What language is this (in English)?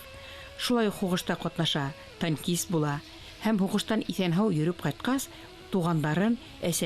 Bashkir